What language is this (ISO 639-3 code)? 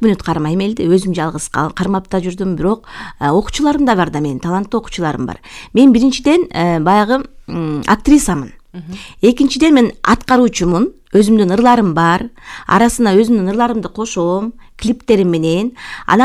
kir